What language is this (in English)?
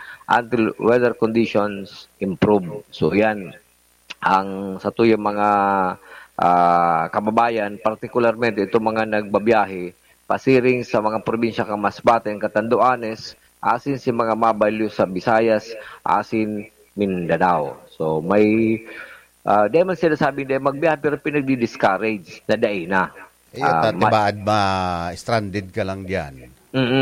Bikol